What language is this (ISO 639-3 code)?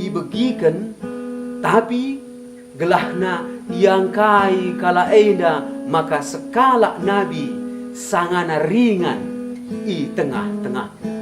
btx